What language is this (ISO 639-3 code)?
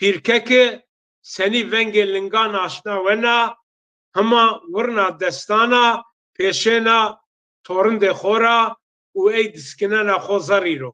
zza